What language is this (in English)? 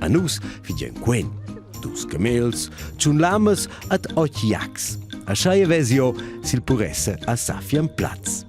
Romansh